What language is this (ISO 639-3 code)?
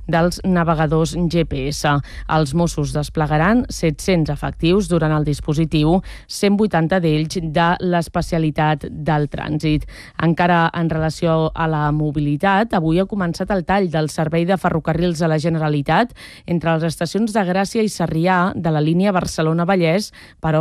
cat